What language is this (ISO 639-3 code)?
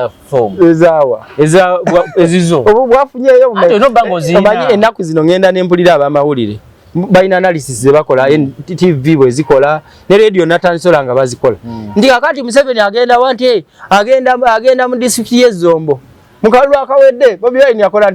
lug